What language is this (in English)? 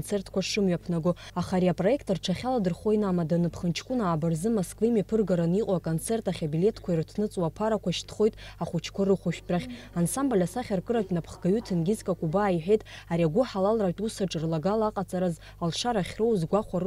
Abkhazian